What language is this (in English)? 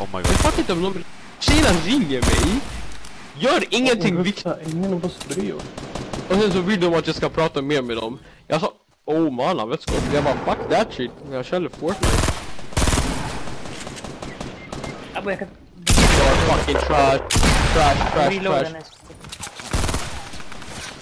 Swedish